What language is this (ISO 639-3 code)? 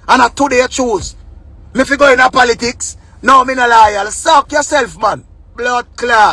jam